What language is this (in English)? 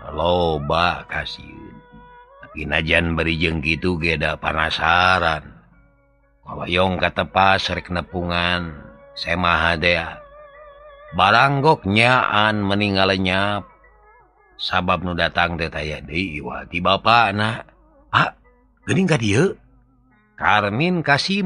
Sundanese